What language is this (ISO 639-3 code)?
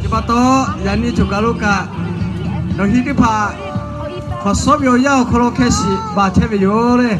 lhu